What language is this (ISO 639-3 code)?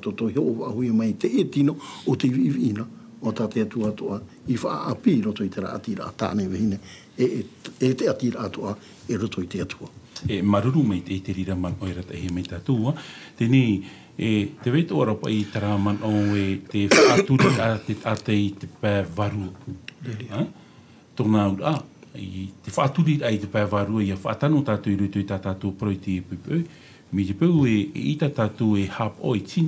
tah